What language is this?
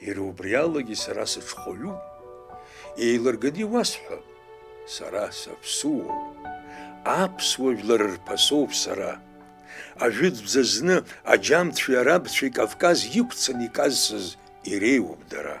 Abkhazian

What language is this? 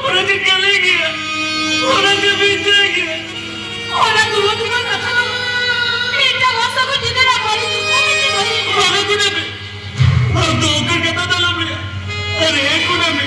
Santali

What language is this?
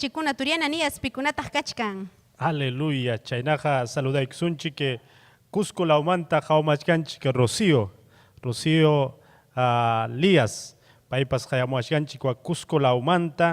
Ayacucho Quechua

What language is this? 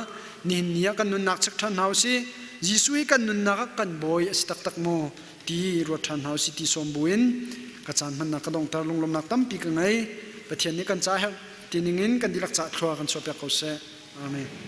Hakha Chin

